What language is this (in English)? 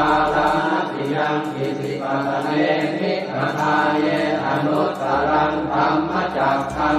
Pali